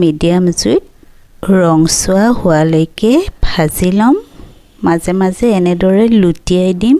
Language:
Assamese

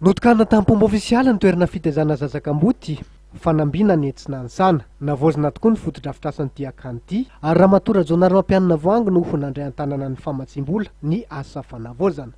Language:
Malagasy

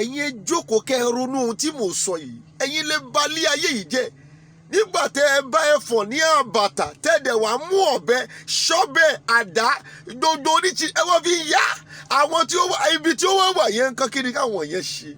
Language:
Yoruba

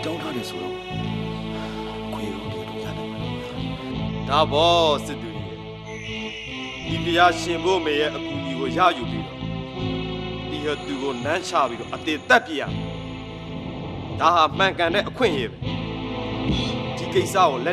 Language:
Burmese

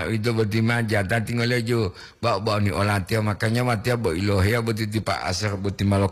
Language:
Gorontalo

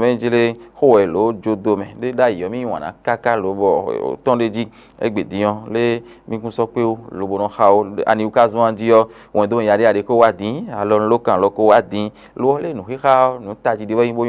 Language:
Fon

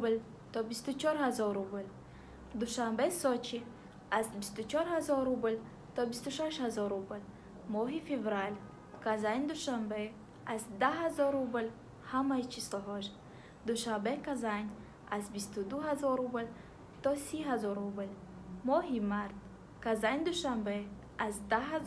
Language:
Tajik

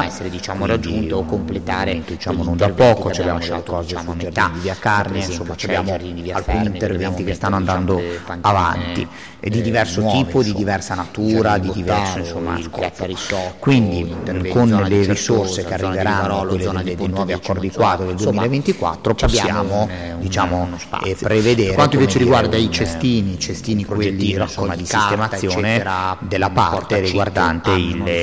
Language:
Italian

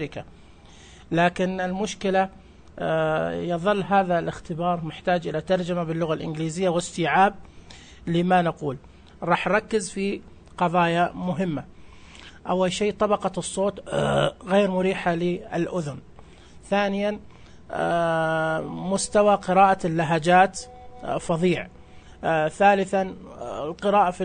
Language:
Najdi Arabic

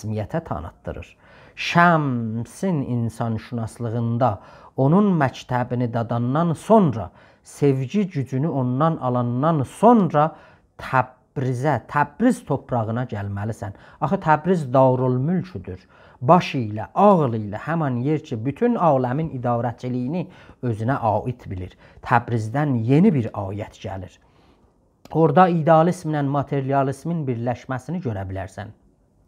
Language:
South Azerbaijani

